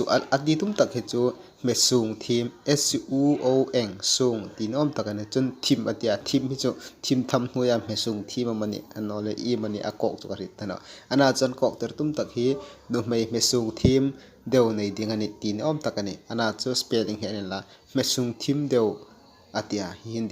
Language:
Hmar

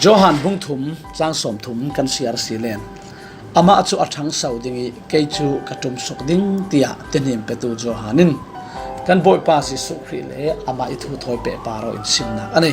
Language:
Falam Chin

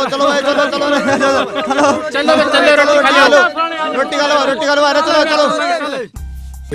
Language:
Haryanvi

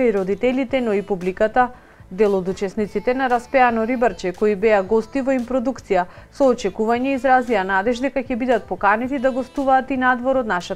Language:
Macedonian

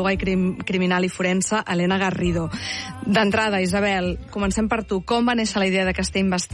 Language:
Catalan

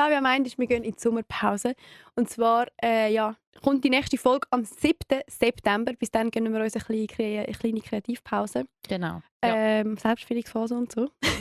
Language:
Swiss German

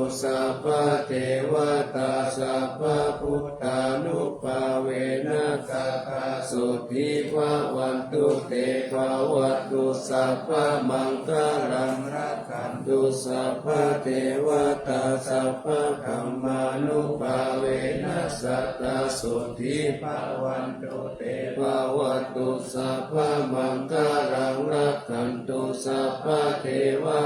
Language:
Pali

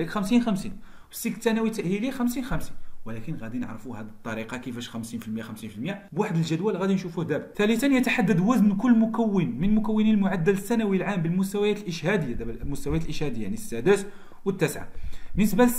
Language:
Moroccan Arabic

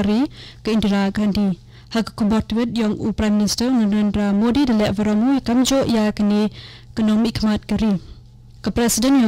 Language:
Khasi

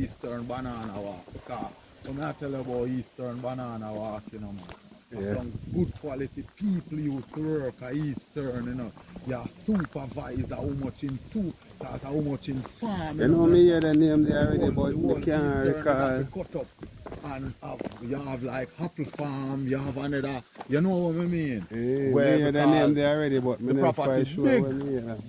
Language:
Jamaican Creole English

